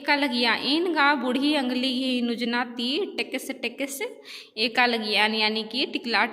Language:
Kurukh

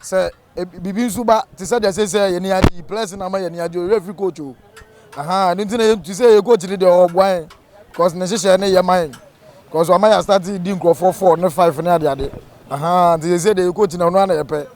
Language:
Akan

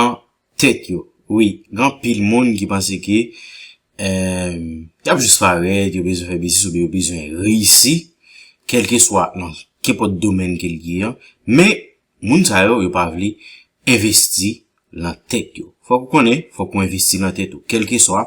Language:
Haitian Creole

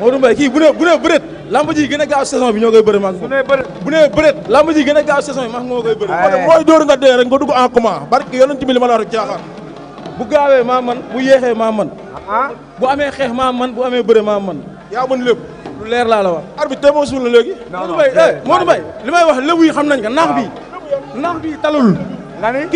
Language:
Wolof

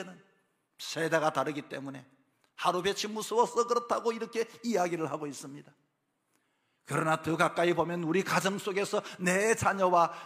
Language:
Korean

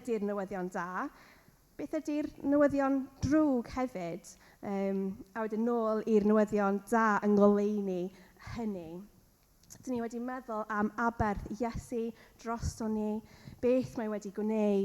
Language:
Welsh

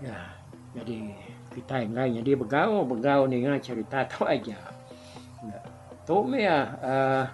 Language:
Iban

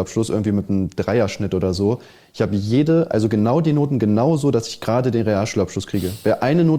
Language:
German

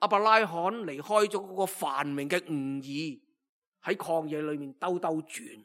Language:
Cantonese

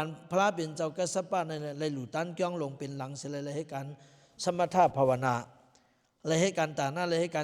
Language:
Lao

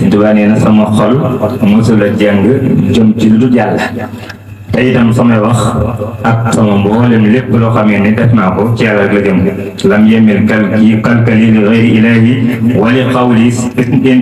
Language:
Wolof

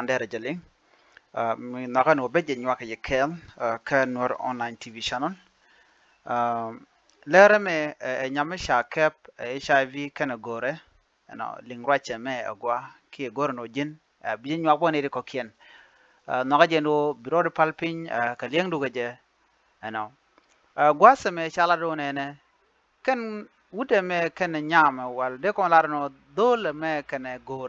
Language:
Nuer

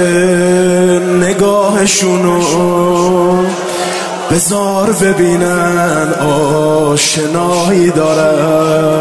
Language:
Persian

